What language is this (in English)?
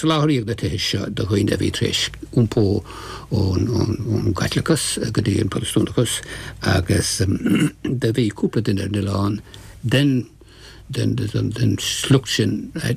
Irish